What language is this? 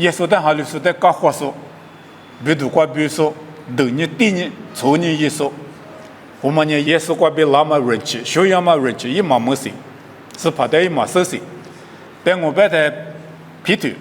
Lisu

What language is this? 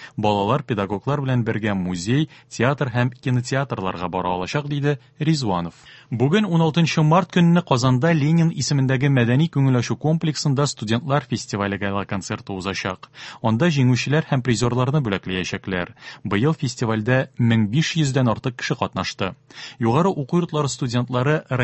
Tatar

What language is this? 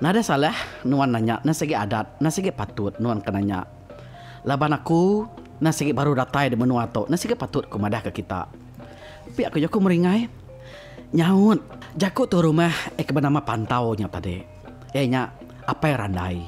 Iban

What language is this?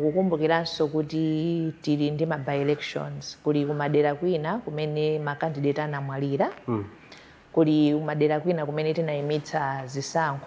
Nyanja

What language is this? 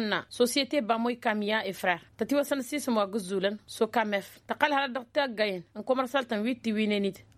Tamasheq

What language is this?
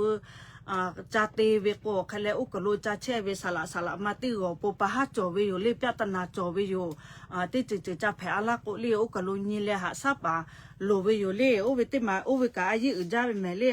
Lahu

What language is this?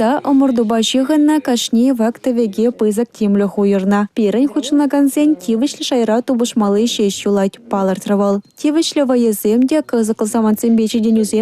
Chuvash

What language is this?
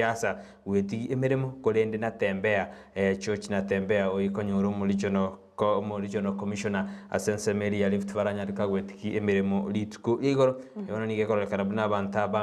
Gusii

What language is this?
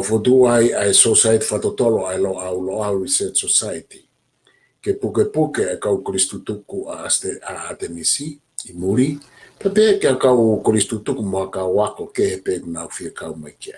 Tongan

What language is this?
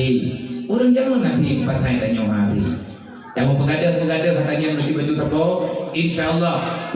Achinese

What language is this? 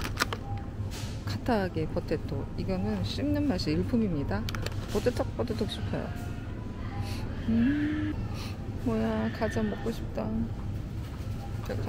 Korean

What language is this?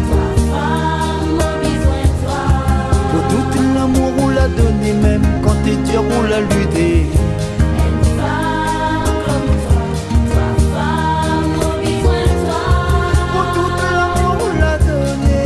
Réunion Creole French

